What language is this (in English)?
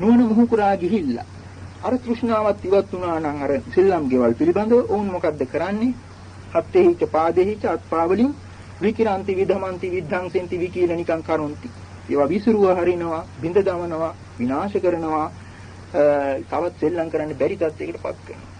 Sinhala